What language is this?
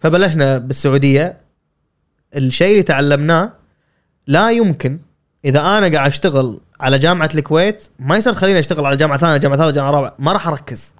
Gulf Arabic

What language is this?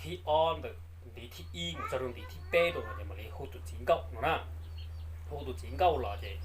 Hmong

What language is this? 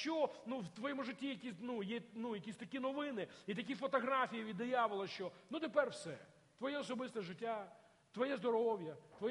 Ukrainian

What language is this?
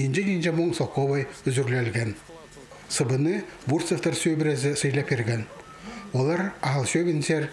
Khakas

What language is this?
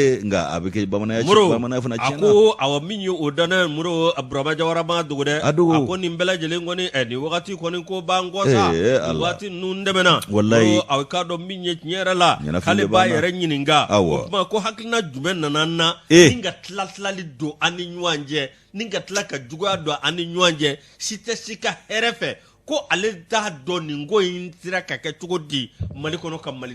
Bambara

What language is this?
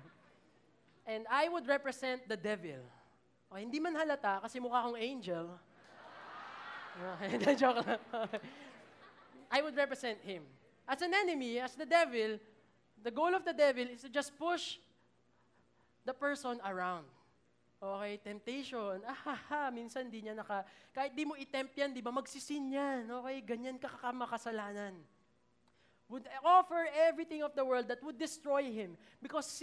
Filipino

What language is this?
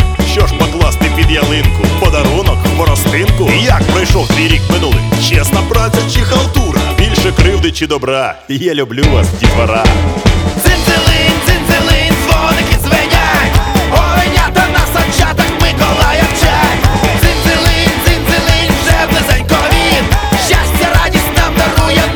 Ukrainian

